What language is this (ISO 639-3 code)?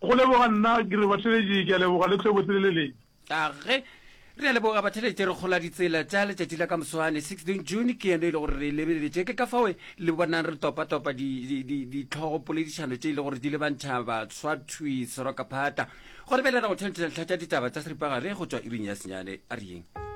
nso